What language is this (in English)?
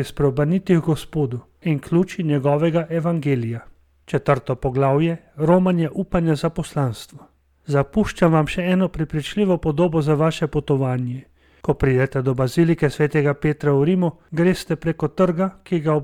Slovenian